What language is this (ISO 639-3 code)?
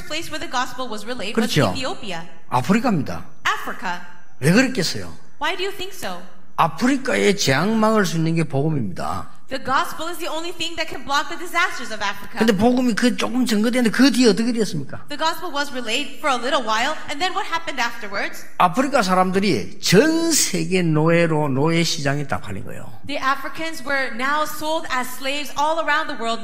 kor